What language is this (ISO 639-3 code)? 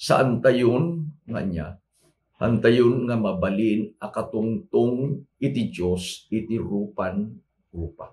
ilo